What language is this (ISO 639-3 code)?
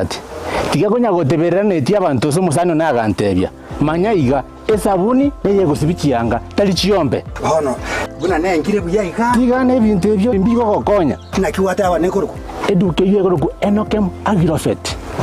guz